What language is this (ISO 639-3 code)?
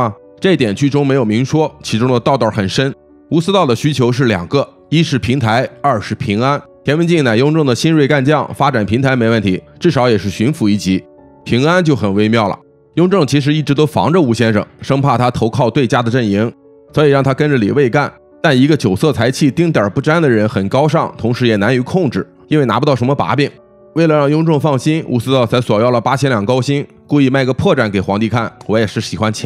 zho